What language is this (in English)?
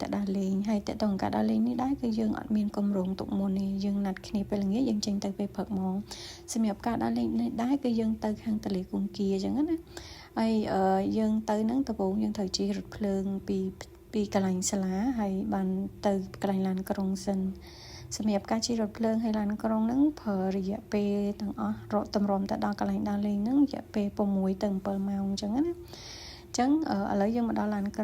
Khmer